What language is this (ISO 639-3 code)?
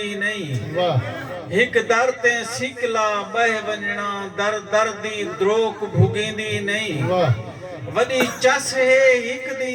skr